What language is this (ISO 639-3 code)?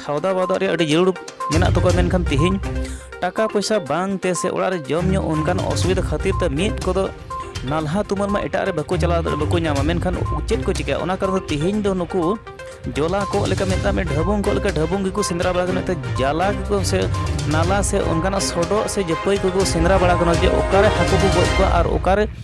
sat